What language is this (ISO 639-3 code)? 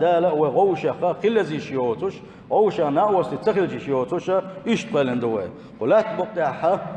che